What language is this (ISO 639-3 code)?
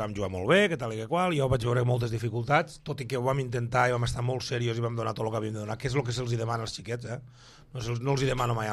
cat